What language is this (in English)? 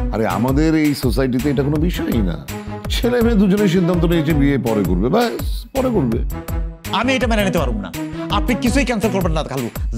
Bangla